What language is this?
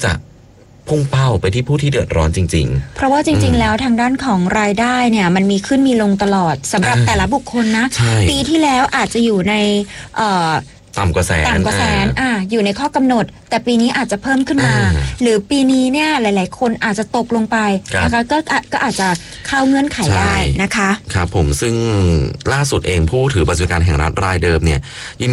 Thai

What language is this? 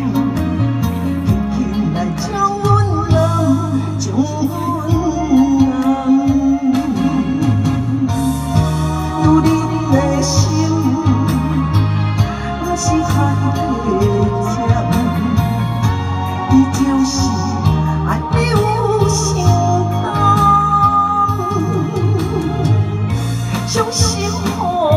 Min Nan Chinese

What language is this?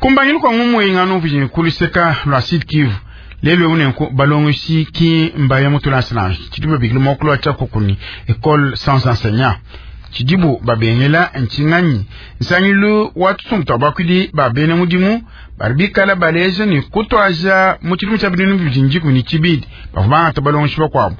Luba-Lulua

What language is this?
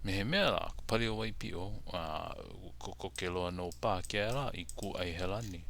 Hawaiian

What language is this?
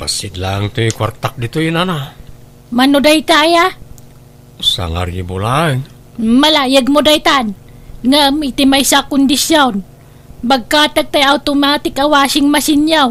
Iloko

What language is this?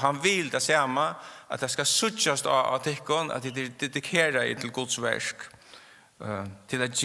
Faroese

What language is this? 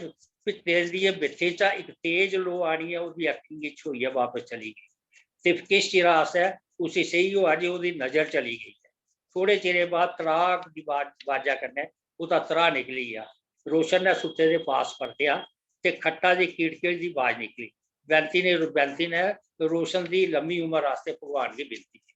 Dogri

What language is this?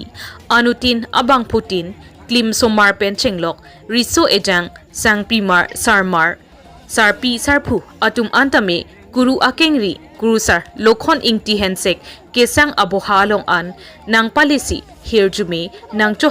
Karbi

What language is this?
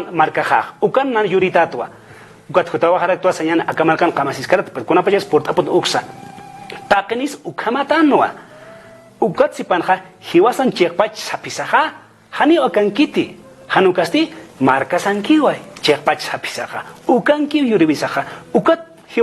Aymara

